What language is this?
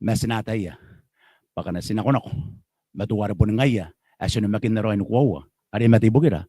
Gilbertese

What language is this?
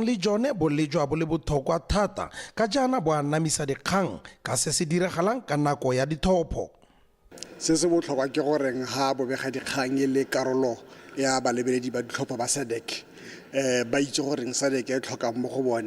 Tswana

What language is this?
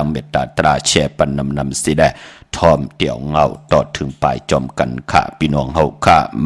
Shan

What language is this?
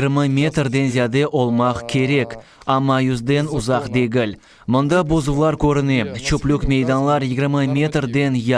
Crimean Tatar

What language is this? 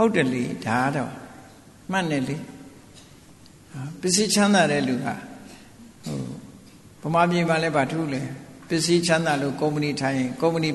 Burmese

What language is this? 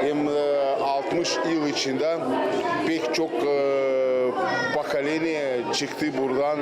Gagauz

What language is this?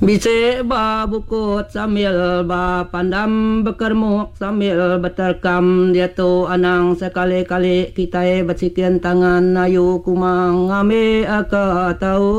Iban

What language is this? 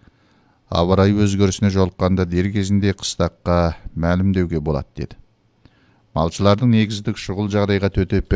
Kazakh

